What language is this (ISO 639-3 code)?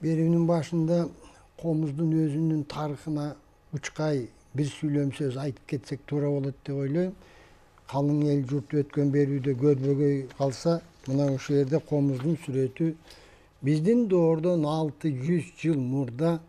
kir